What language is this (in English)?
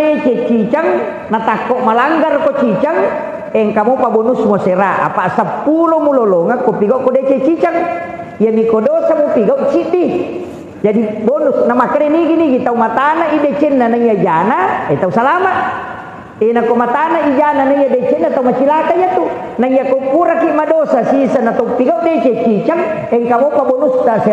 Buginese